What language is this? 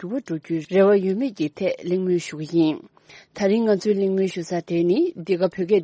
Tibetan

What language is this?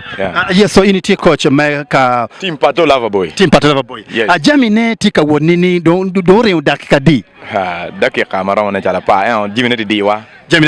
Acoli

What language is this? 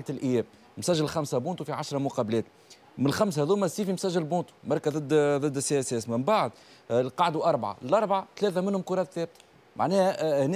Tunisian Arabic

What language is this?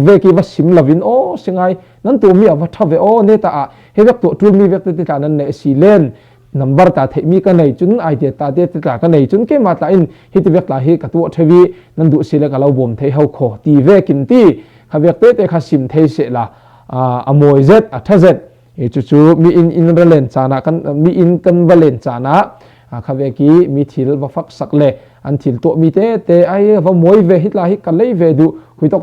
Falam Chin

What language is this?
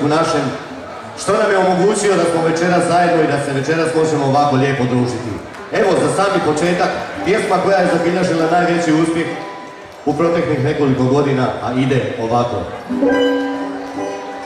Croatian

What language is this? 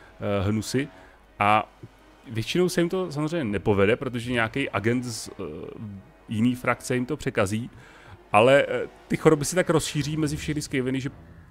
Czech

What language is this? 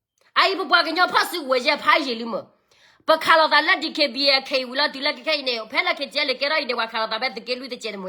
S'gaw Karen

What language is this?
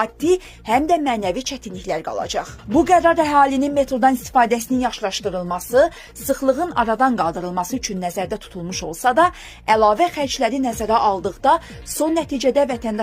Azerbaijani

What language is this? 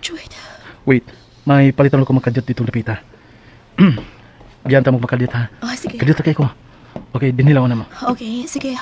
Cebuano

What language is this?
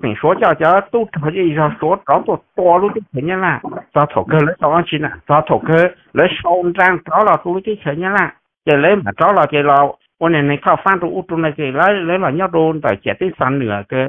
Vietnamese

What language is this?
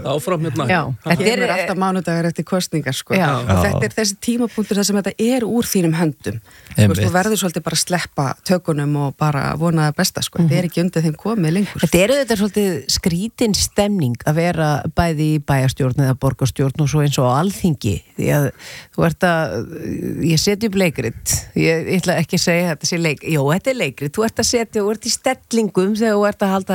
Icelandic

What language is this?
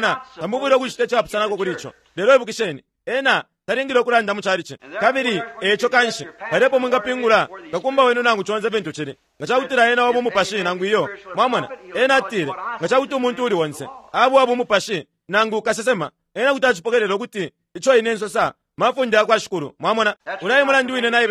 Bemba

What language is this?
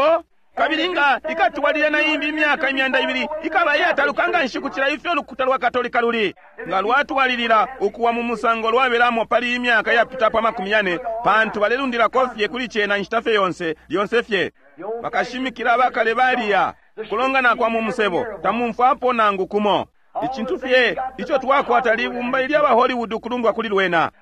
Bemba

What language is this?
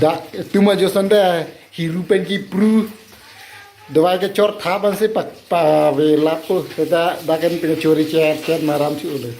Karbi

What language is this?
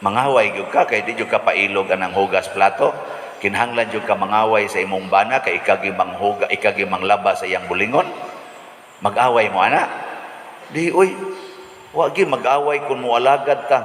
Cebuano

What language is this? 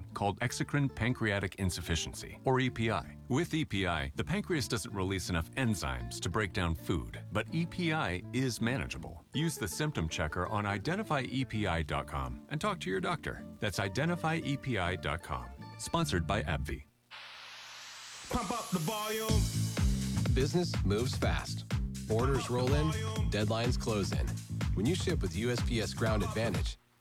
English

